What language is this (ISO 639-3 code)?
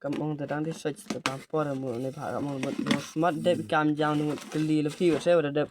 kha